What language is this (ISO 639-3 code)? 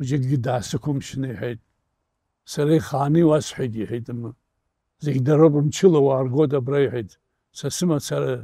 abk